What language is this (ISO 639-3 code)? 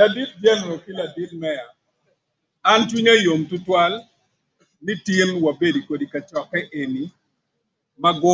ach